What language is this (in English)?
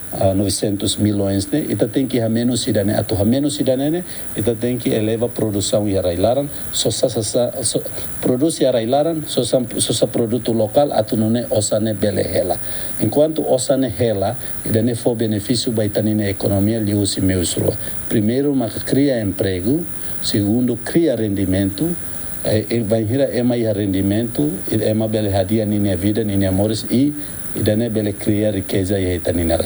Tetum